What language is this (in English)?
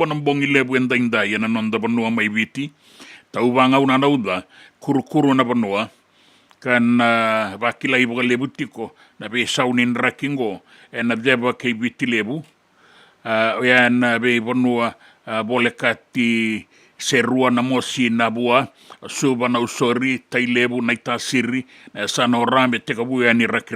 Fijian